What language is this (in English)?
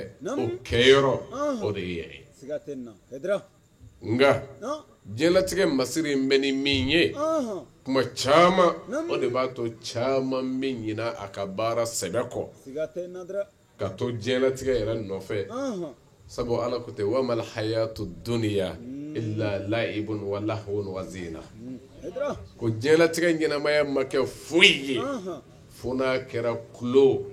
Bambara